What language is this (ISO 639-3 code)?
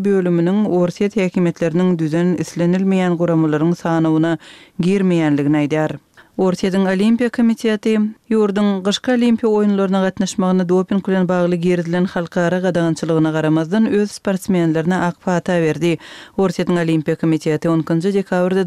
kir